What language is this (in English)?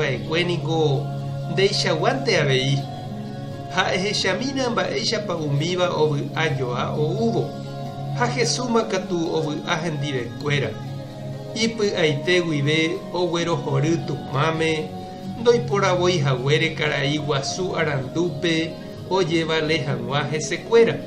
Guarani